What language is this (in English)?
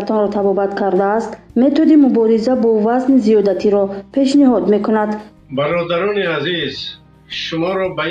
Tajik